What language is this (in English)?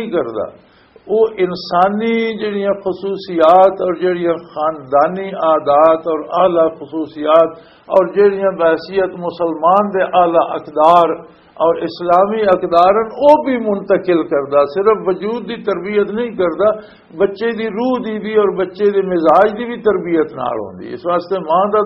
Western Panjabi